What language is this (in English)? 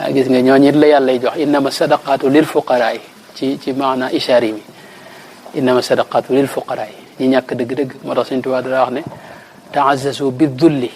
Wolof